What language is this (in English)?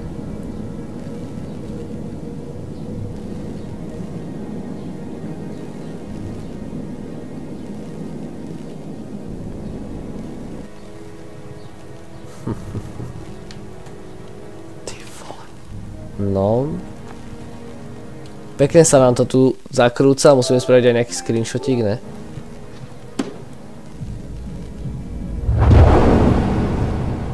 Slovak